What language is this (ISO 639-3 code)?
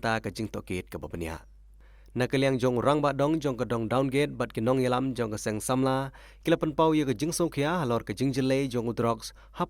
kha